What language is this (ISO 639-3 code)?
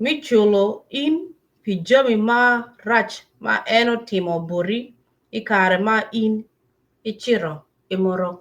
ach